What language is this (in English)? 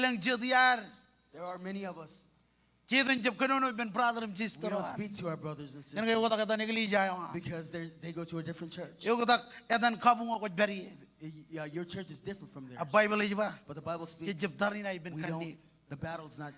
Marshallese